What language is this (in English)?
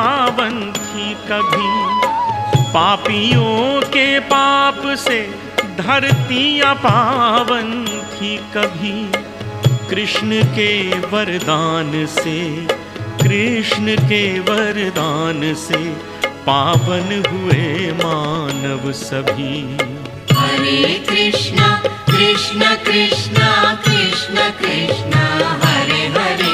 Konkani